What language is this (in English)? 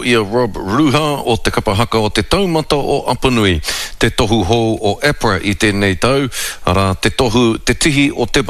Māori